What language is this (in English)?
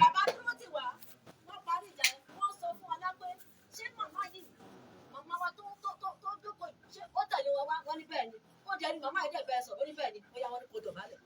Yoruba